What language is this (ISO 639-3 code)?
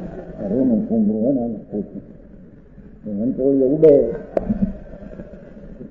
guj